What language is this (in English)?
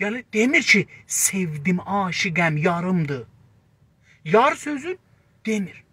South Azerbaijani